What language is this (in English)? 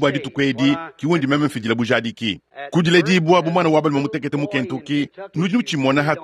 Luba-Lulua